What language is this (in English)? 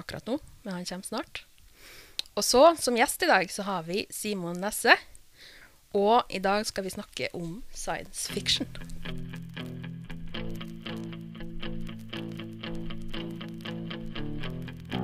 Norwegian